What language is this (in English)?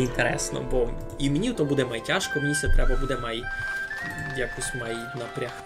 Rusyn